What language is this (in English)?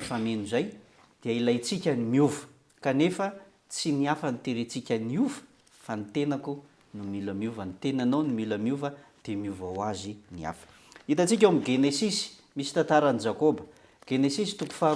Malagasy